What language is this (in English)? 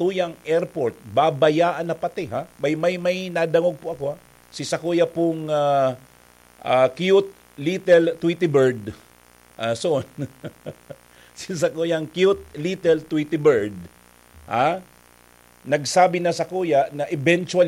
Bikol